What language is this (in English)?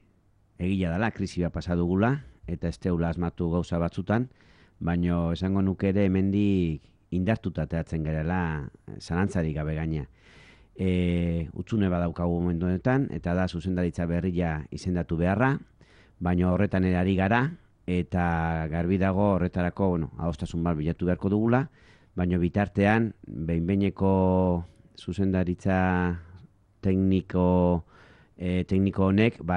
Basque